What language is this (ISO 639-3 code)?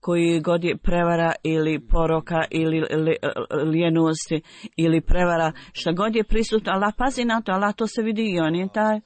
bos